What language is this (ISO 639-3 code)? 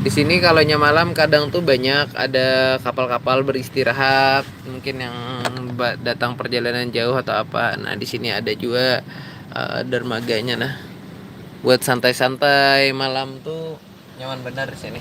bjn